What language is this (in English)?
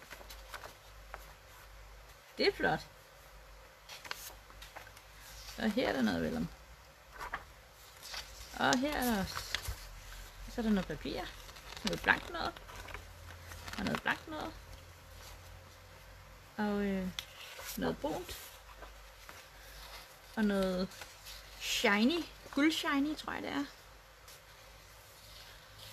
Danish